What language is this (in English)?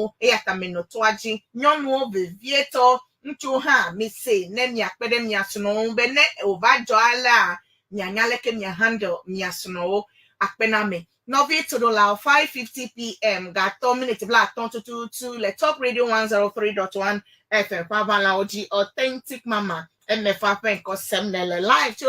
Ewe